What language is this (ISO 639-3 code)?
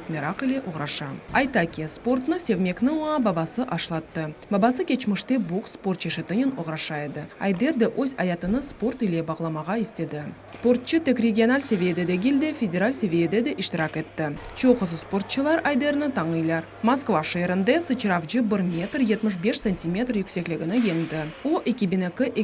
crh